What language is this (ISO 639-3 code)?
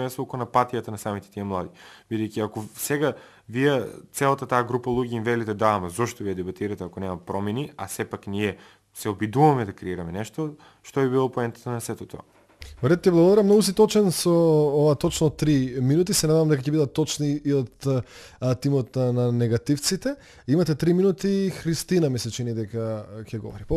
mkd